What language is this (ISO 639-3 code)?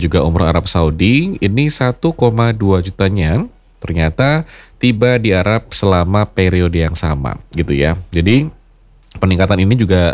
ind